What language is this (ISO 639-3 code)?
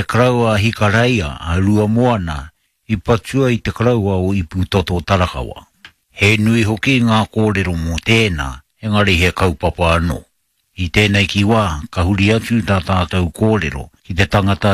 mri